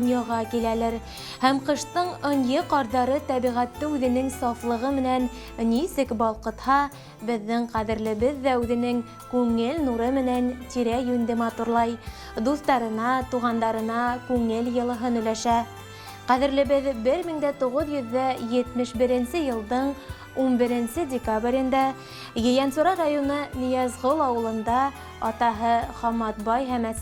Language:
Bashkir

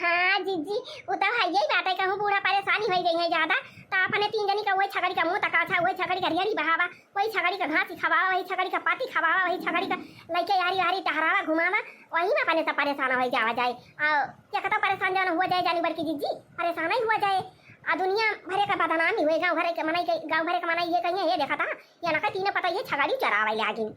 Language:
Awadhi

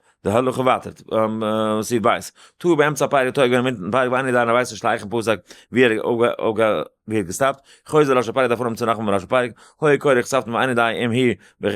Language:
Yiddish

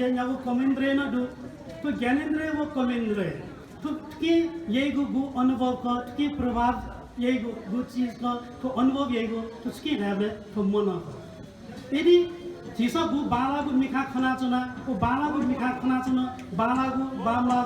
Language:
Newari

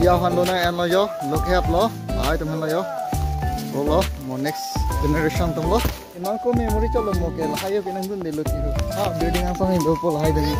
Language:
Karbi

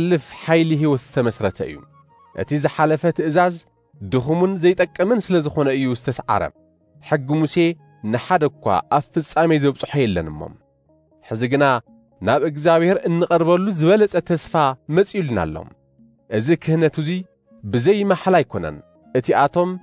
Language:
Tigrinya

